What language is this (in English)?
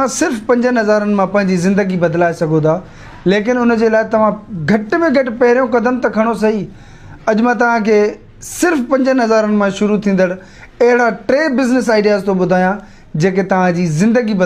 Sindhi